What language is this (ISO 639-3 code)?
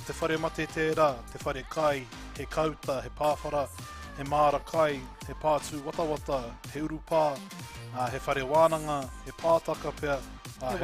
mri